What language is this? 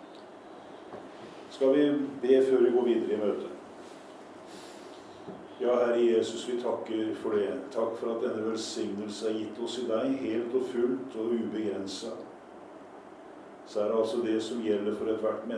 Norwegian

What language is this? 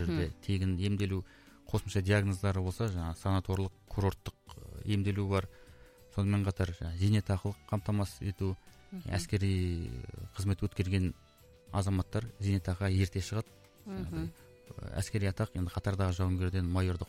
Kazakh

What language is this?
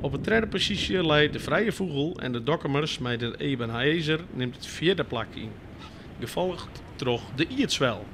Western Frisian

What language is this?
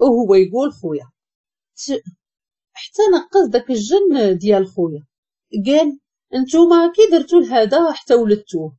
Moroccan Arabic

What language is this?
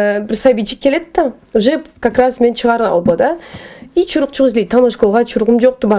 Karachay-Balkar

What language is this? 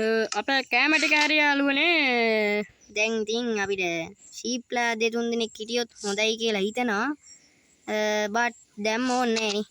Sinhala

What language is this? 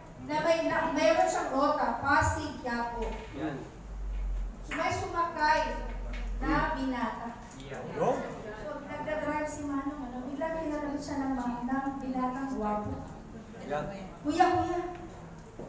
Filipino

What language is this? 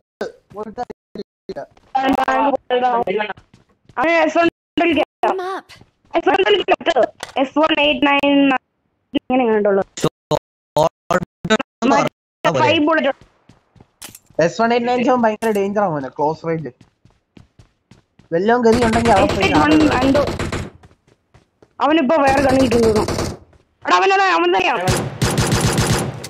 Malayalam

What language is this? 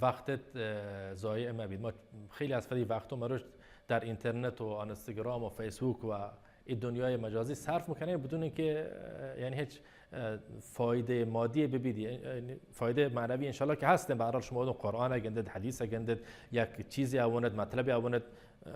Baluchi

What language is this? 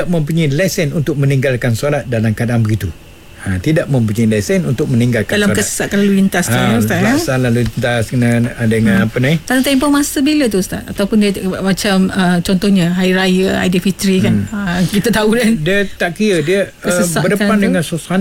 Malay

